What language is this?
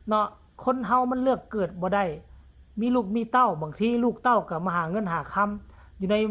Northeastern Thai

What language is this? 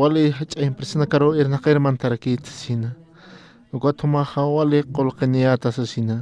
Aymara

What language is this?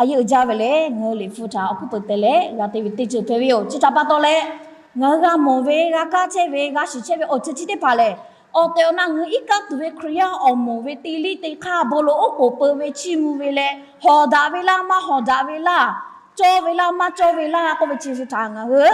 Lahu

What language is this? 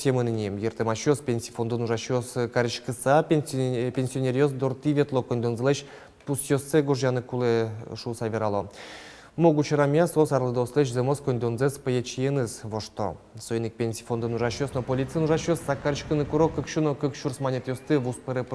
Udmurt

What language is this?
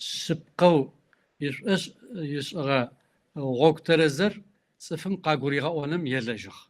Kabardian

